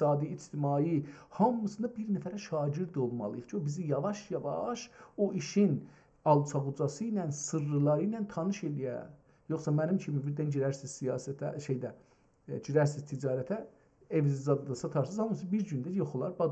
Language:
South Azerbaijani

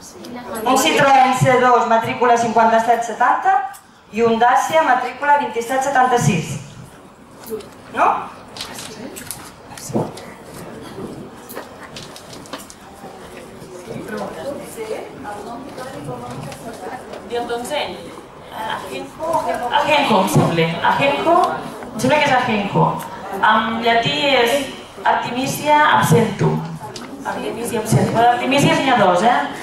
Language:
Catalan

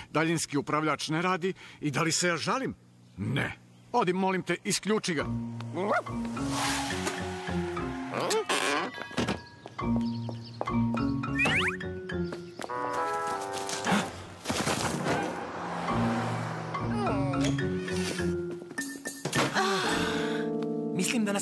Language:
Serbian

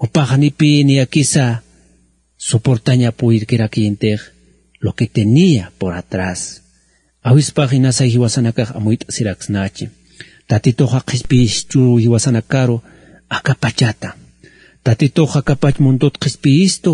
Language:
Aymara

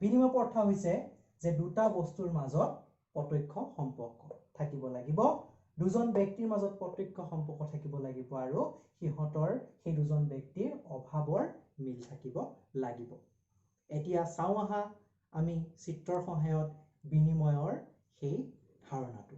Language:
Assamese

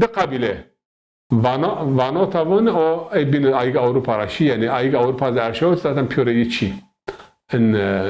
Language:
Zaza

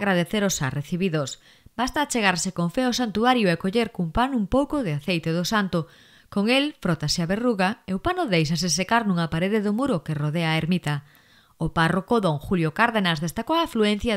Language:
Galician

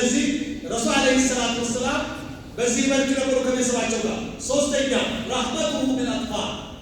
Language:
Amharic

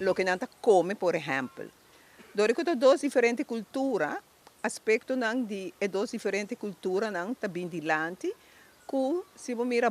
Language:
Papiamento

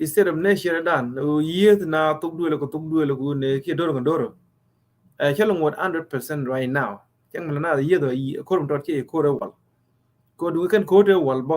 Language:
Nuer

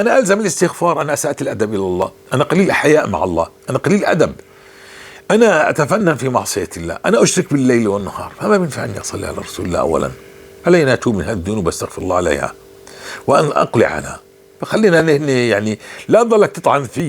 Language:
North Levantine Arabic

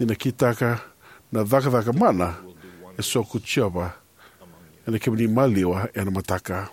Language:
Fijian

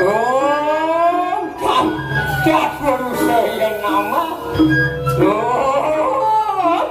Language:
Balinese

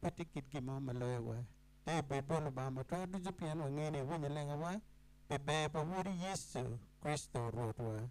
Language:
Acoli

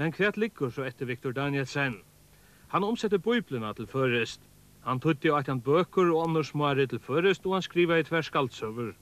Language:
Faroese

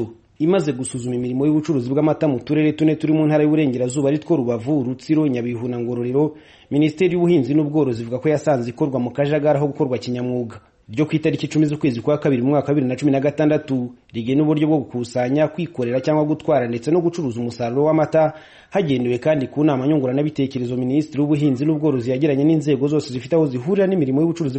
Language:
Kinyarwanda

